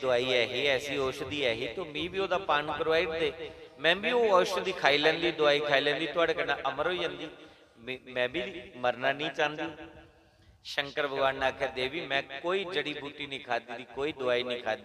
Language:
Dogri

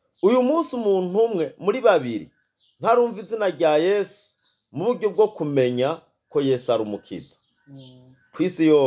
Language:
Rundi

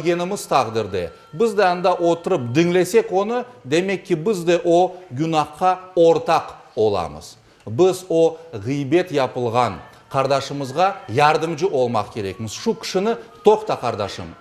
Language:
Crimean Tatar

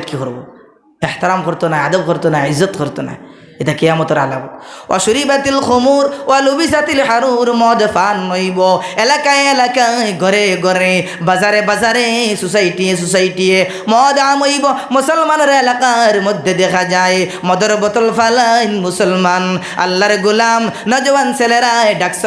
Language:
Sylheti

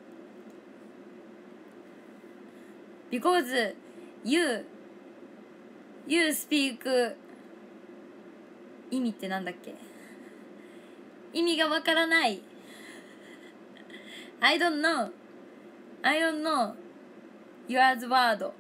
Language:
Japanese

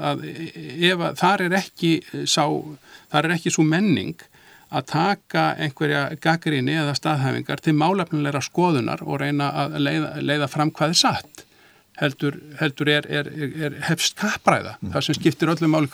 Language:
Icelandic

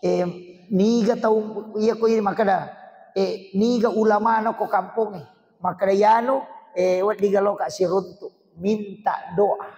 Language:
Buginese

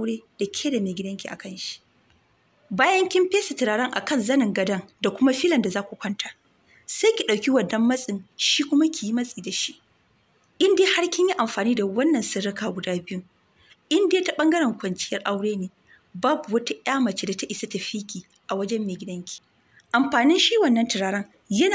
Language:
Hausa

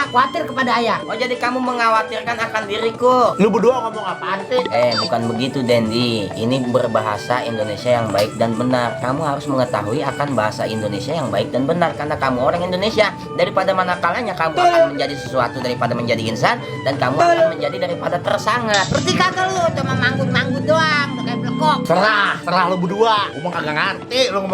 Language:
Betawi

